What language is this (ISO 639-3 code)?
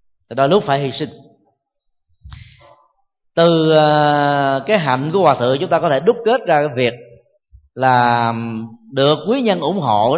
vie